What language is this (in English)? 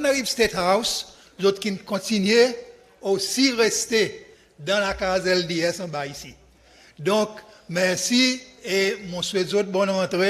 Seselwa Creole French